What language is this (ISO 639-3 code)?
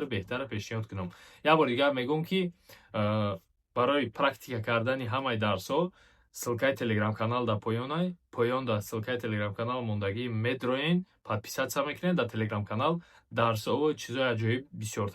tgk